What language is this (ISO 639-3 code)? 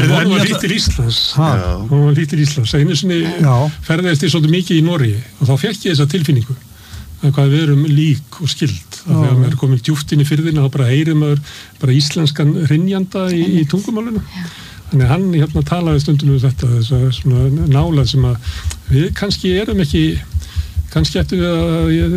isl